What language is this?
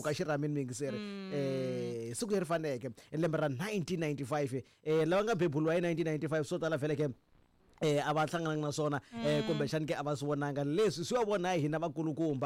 Tsonga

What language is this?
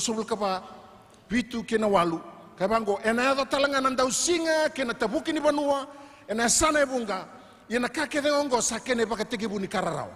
Fijian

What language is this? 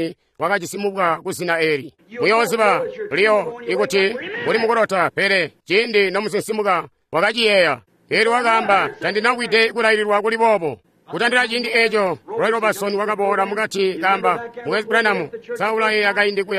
Tonga (Zambia)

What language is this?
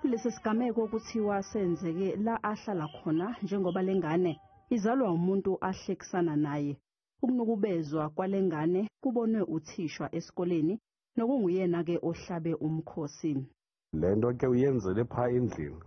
Zulu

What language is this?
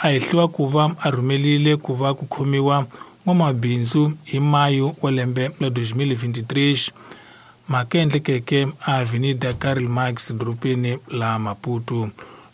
Tsonga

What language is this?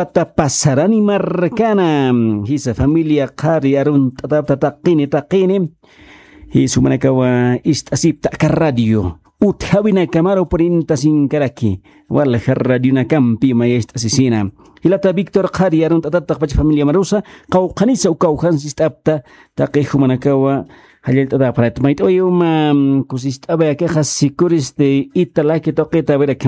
Aymara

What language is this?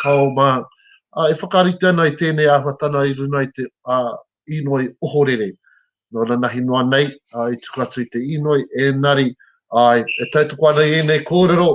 Māori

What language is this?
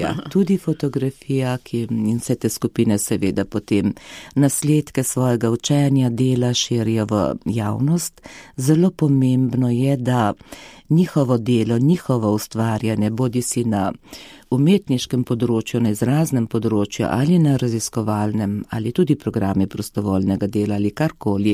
Slovenian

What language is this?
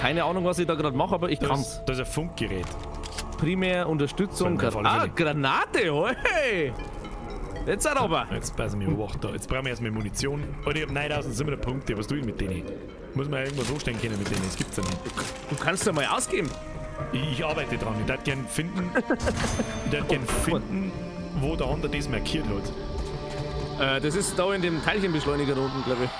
Bavarian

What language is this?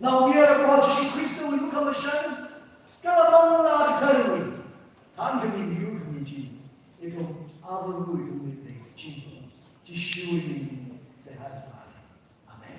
Tangkhul Naga (India)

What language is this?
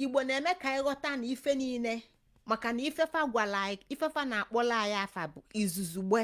Igbo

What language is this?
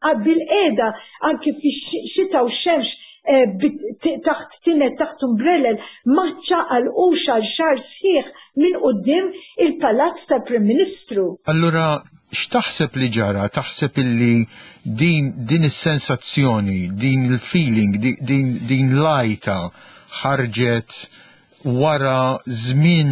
Maltese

